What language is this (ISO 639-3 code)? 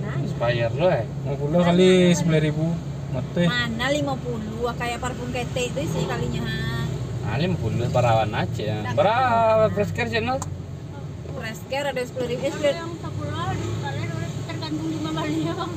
min